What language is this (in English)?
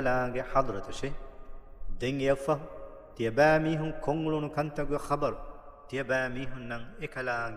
Divehi